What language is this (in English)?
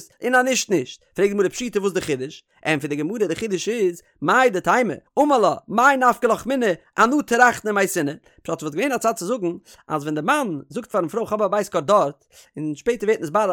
Yiddish